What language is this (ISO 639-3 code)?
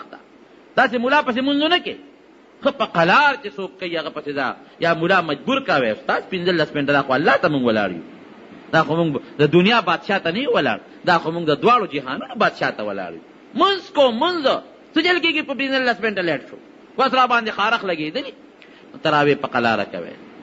pus